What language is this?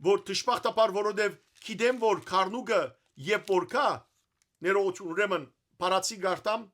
Western Armenian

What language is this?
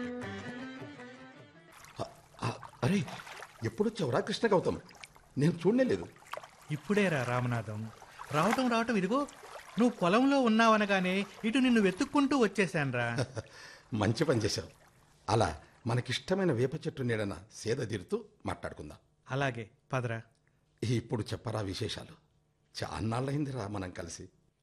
Telugu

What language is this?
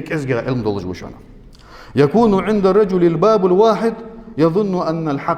Ingush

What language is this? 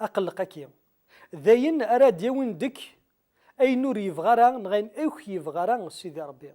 Kabyle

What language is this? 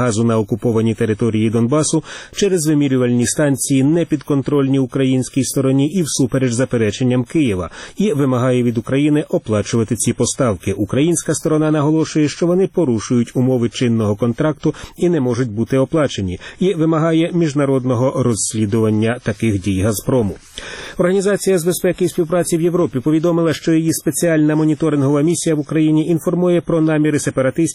Ukrainian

